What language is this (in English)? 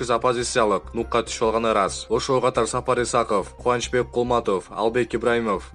Kyrgyz